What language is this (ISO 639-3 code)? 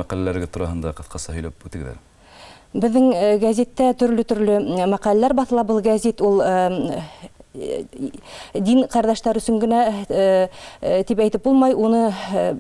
bak